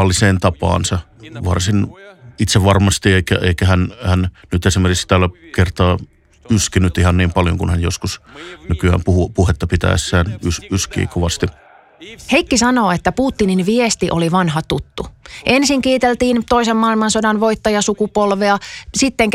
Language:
Finnish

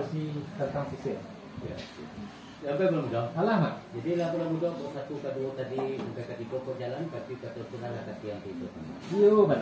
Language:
Minangkabau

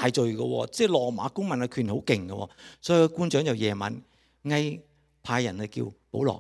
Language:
Cantonese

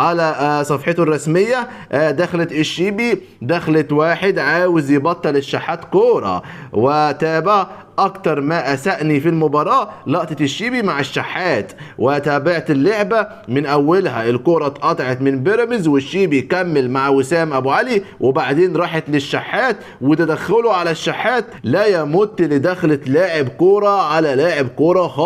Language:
Egyptian Arabic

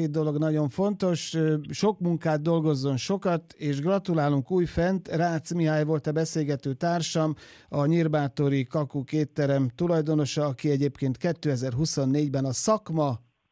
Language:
Hungarian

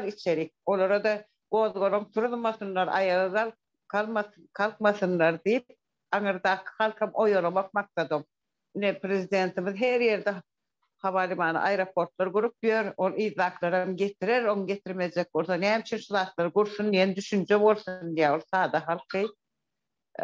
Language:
Turkmen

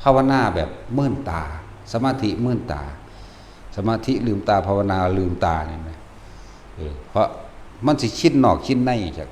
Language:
Northeastern Thai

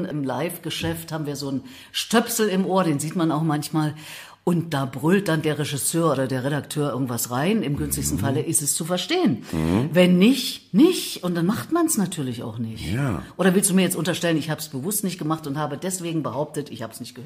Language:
German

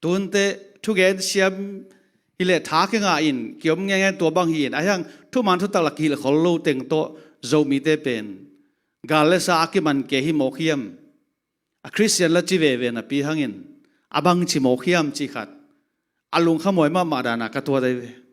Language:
Tedim Chin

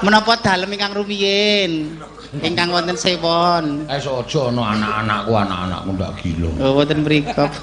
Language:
Javanese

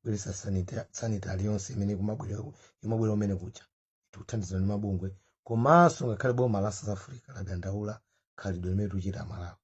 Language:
Nyanja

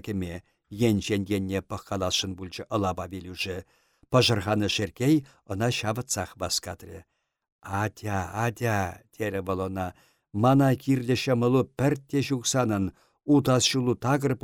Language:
Chuvash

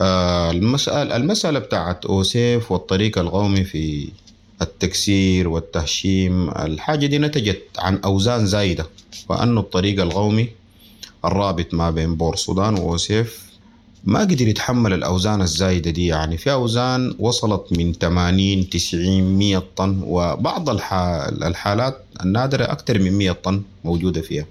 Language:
Sudanese Arabic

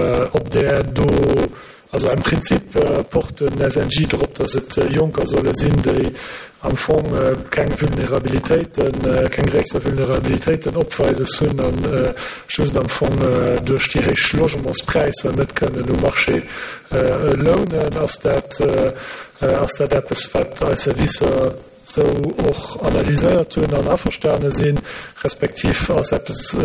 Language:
Luxembourgish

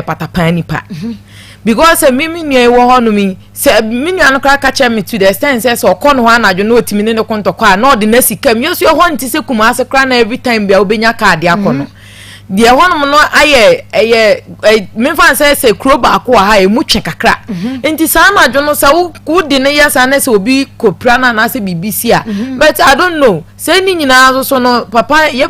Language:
Akan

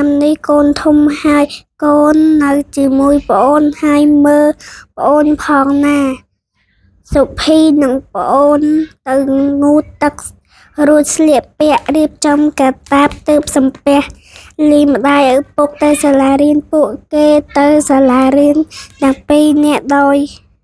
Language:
Khmer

